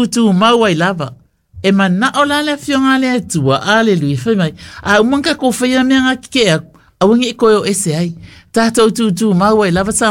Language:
Samoan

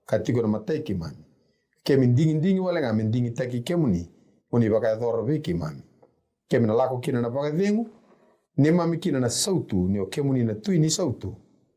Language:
Fijian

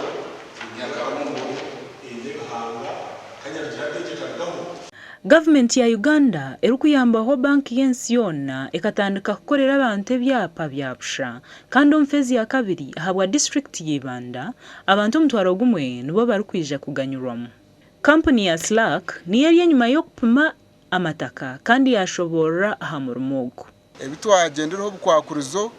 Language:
Nyankole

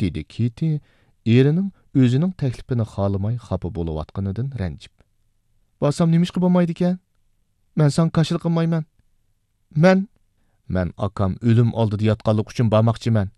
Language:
Uyghur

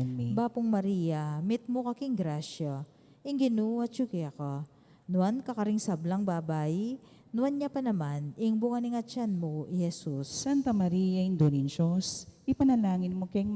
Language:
Pampanga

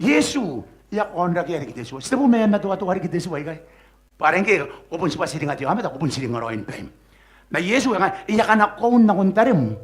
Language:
Gilbertese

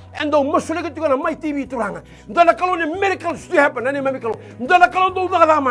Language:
Fijian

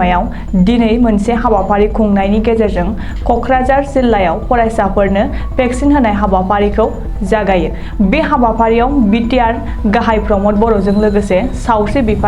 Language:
Bodo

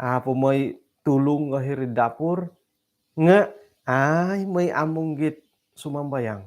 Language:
Central Dusun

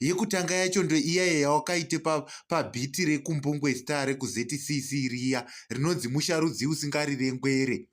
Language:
Shona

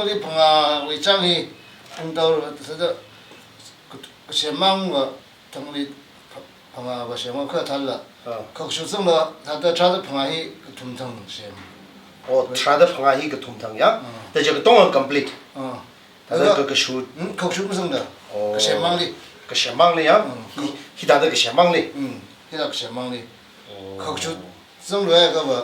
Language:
Tangkhul Naga (India)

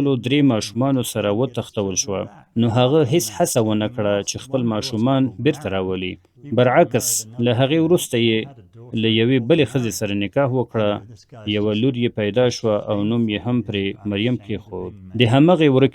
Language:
Pashto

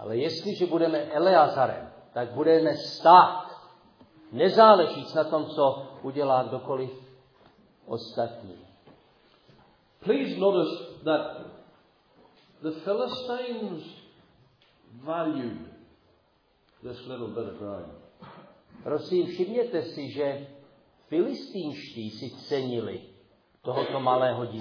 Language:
Czech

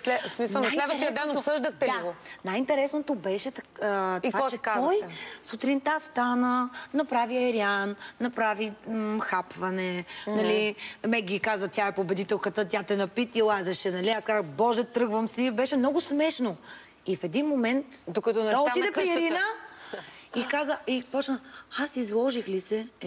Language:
Bulgarian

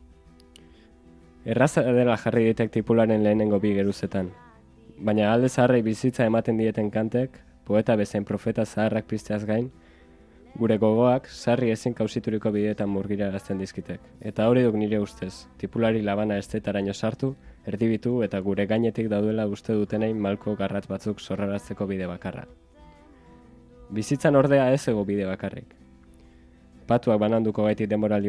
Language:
Basque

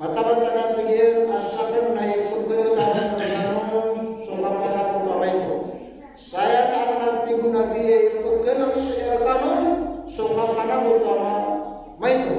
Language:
Maranao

